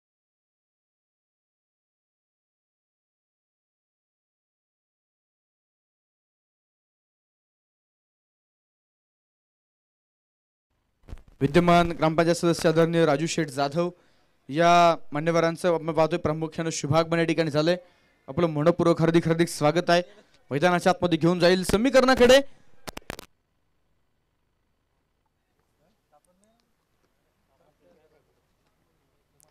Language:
Marathi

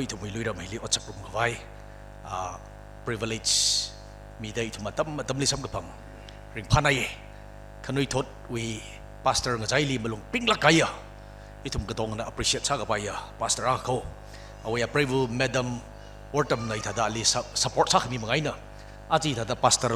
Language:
Tangkhul Naga (India)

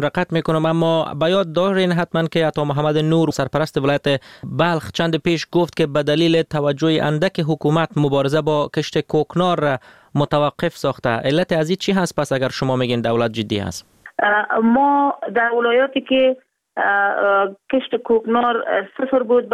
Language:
Persian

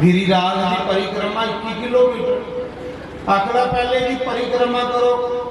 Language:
Dogri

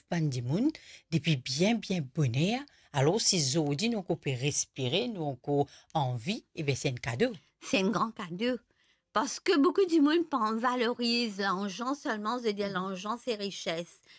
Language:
Morisyen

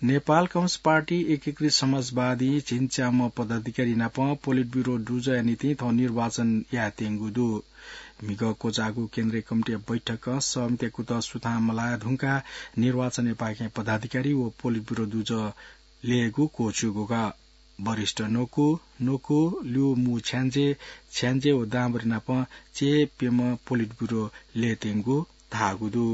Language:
Newari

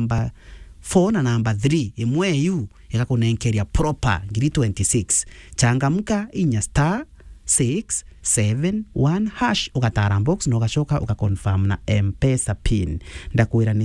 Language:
Meru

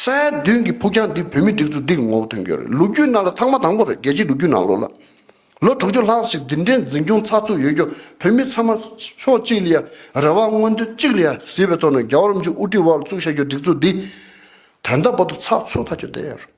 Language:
Tibetan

